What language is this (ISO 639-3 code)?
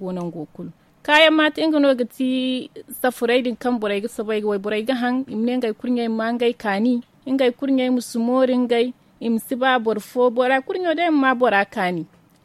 dje